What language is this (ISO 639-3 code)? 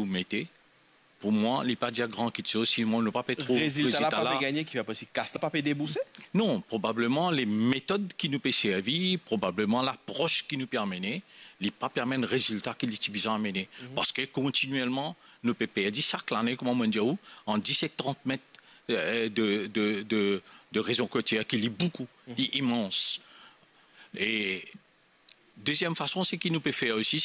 mfe